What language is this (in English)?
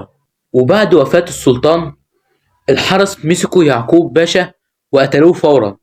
Egyptian Arabic